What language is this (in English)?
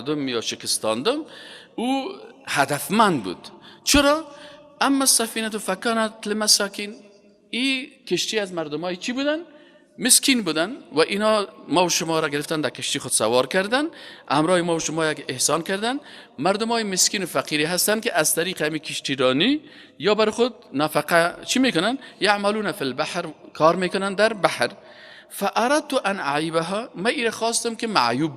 Persian